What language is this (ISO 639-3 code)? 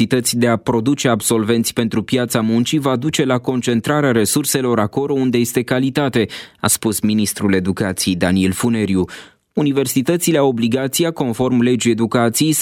ron